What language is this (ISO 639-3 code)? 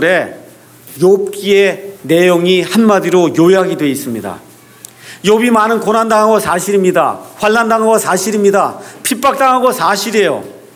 kor